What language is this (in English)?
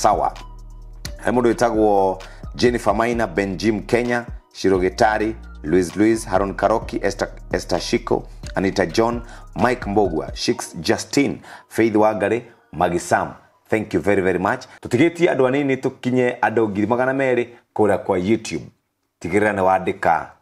Kikuyu